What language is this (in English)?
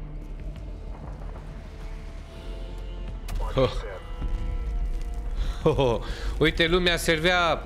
Romanian